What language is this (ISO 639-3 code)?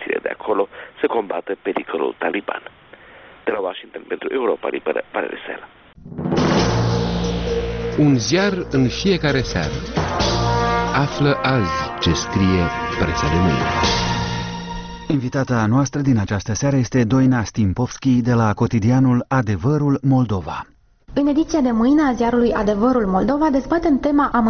ron